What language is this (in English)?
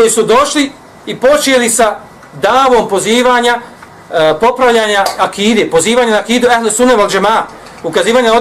Bosnian